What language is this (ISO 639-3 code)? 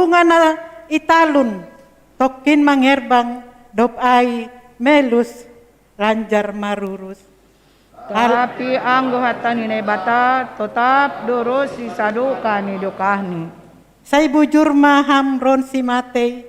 bts